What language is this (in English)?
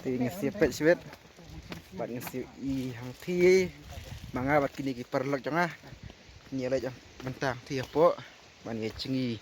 Khasi